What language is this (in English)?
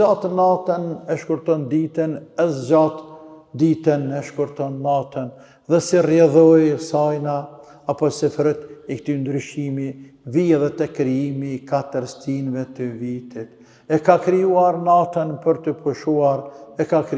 Albanian